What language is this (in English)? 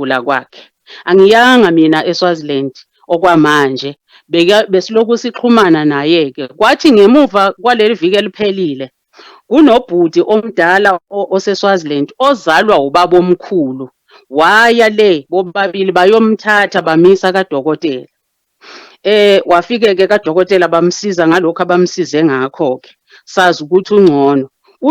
Zulu